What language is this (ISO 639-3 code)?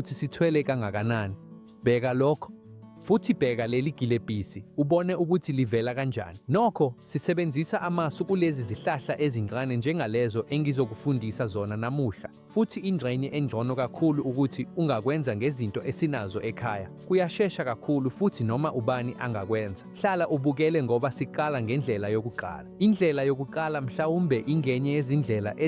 zul